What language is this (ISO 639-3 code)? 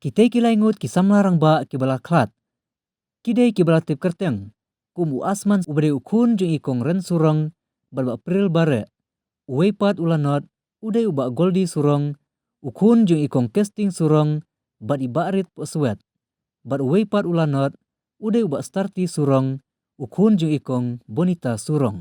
kha